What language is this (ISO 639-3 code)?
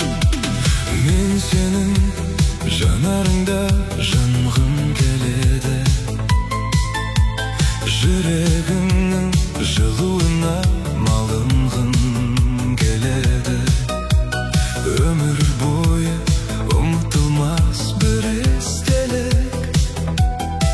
kaz